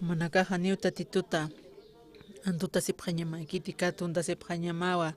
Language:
Aymara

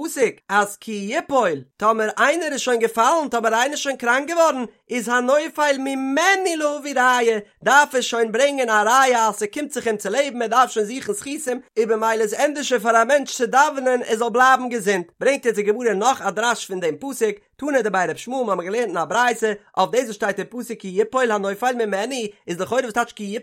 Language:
Yiddish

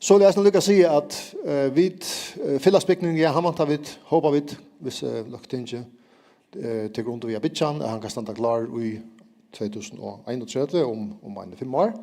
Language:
Faroese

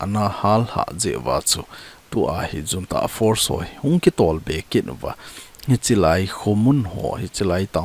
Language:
Thado Chin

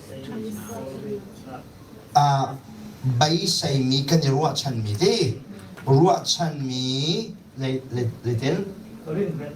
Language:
Hakha Chin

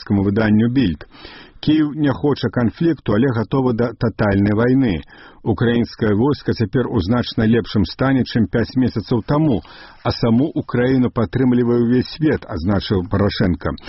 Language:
Belarusian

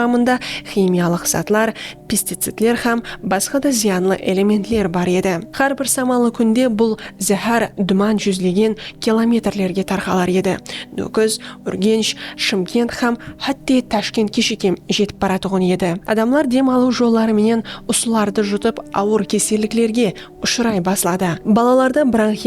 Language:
Kara-Kalpak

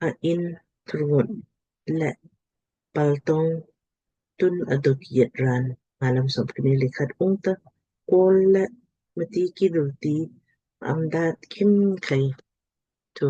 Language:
Lamkang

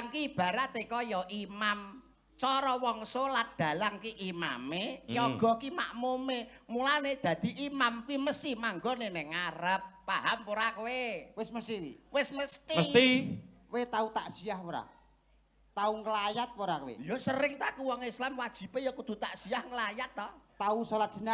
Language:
Javanese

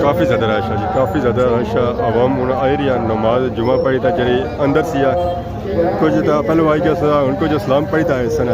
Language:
Pahari-Potwari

